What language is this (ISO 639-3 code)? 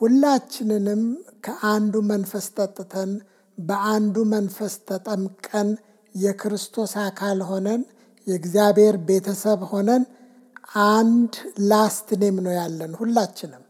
amh